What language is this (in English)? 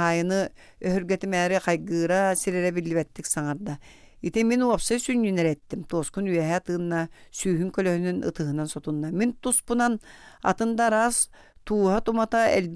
Yakut